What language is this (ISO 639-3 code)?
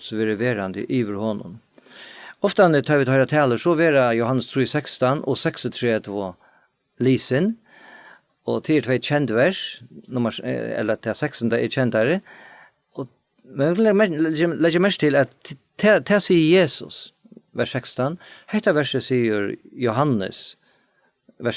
fao